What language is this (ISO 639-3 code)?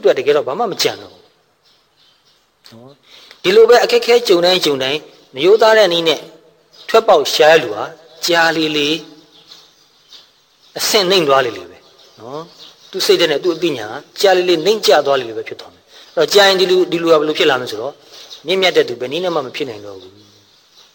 mya